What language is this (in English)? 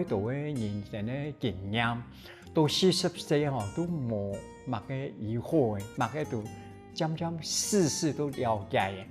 Hakka Chinese